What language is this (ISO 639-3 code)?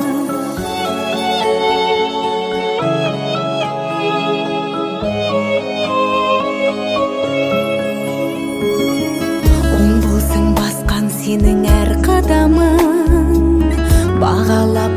kaz